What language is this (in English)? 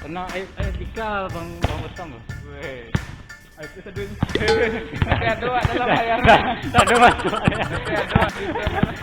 Minangkabau